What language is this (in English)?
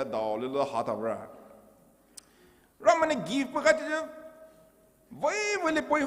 Poumei Naga